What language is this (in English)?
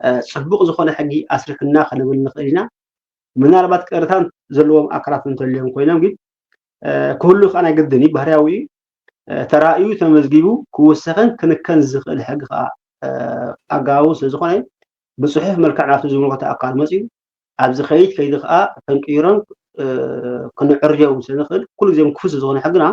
Tigrinya